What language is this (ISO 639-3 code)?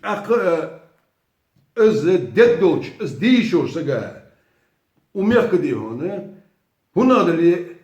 inh